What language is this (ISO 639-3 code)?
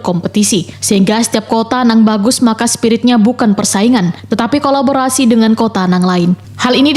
bjn